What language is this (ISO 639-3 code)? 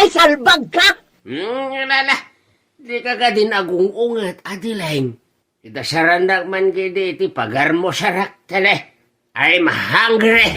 ilo